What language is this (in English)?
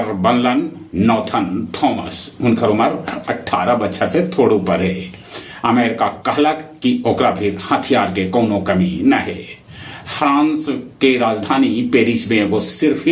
Magahi